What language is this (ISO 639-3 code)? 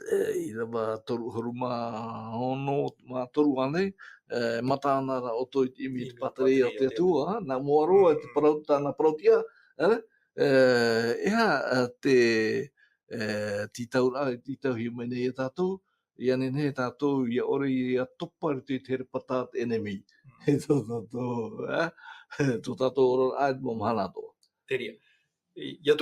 tah